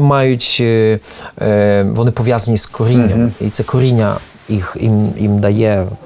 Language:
Ukrainian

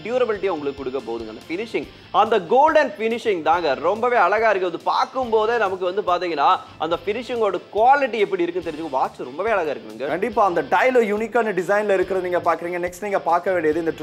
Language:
Tamil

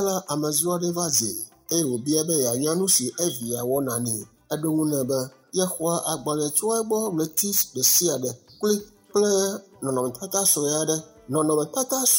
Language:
Ewe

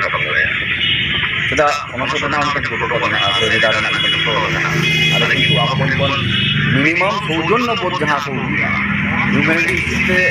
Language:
Santali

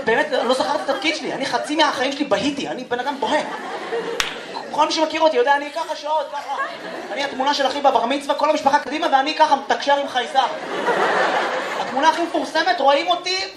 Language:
Hebrew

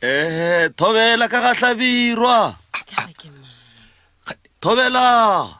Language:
Northern Sotho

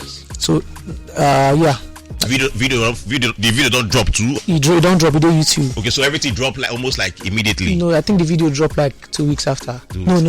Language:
Nigerian Pidgin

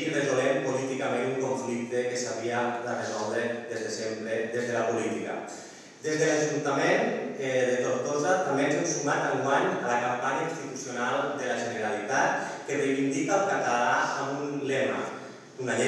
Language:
Catalan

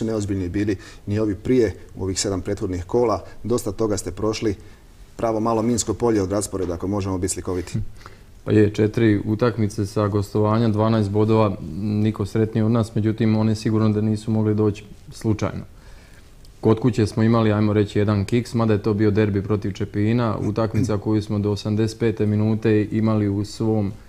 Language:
Croatian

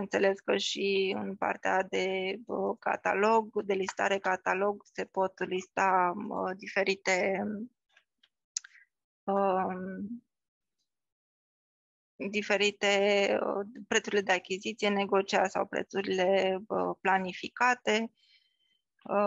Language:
Romanian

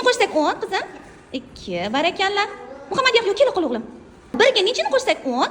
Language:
Uzbek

